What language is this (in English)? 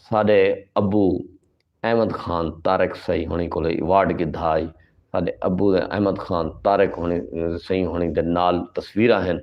Saraiki